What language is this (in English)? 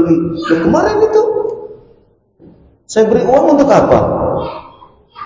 Indonesian